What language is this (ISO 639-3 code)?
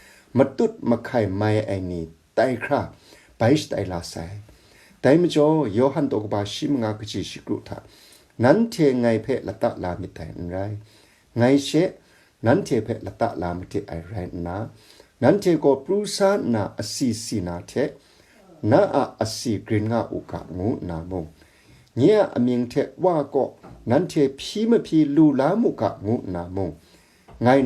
kac